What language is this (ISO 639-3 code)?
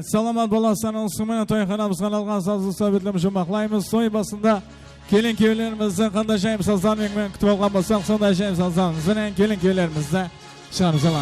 kaa